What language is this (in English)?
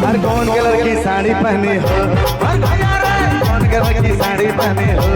Sadri